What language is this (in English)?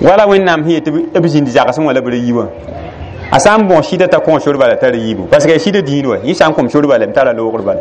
Mossi